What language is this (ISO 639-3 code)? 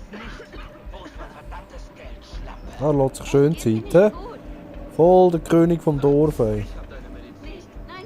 gsw